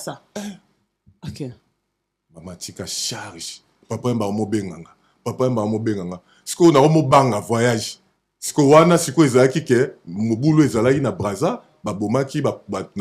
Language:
Lingala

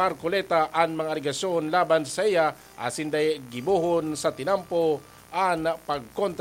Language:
Bikol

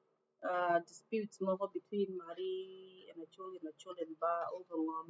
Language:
Acoli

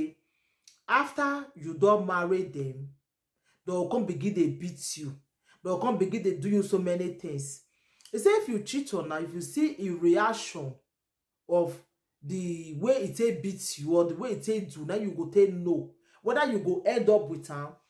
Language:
Nigerian Pidgin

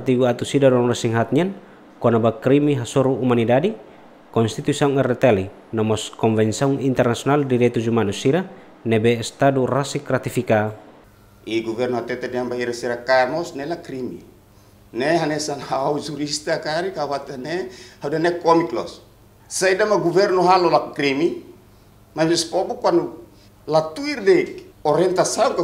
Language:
Tetum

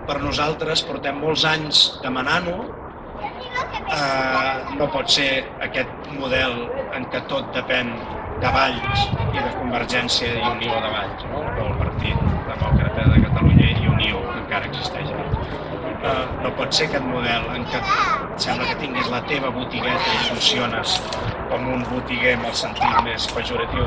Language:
Catalan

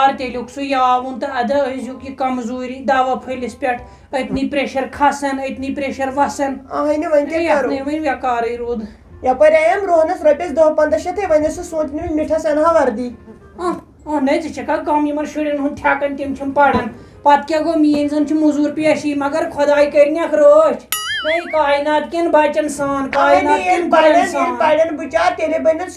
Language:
Kashmiri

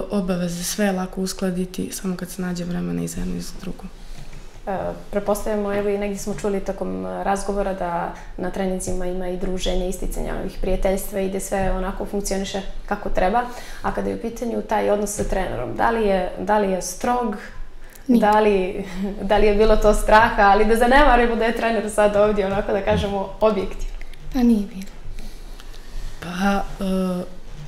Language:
Bosnian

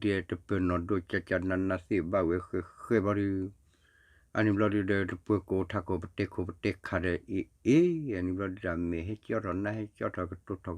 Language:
S'gaw Karen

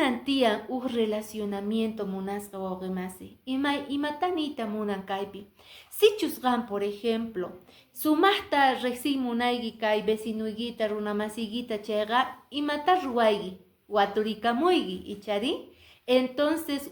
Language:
Quechua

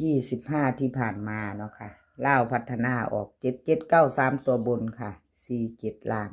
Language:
Lao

